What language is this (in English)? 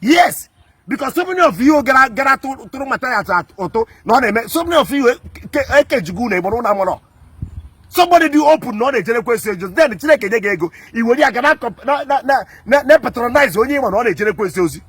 Igbo